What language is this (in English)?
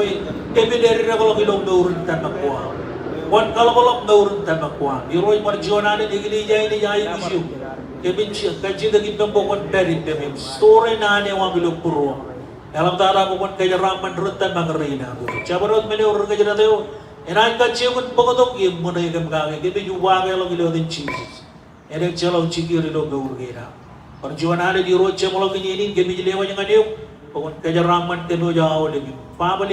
Marshallese